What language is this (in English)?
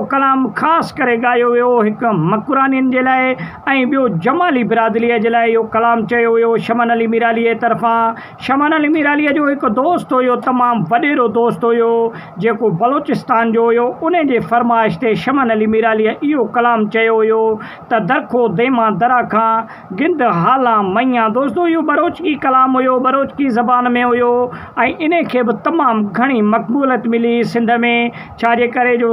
Sindhi